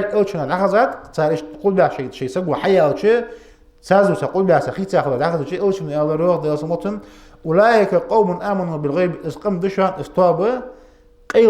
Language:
Ingush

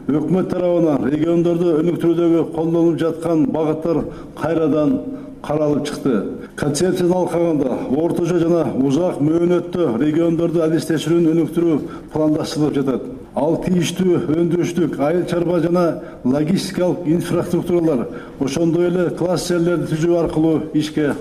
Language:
Kyrgyz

